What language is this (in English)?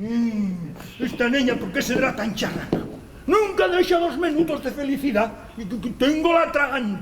Asturian